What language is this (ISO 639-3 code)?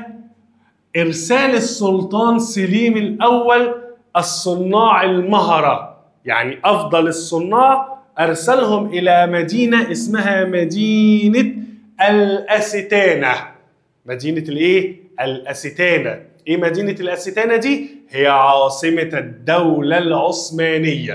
arz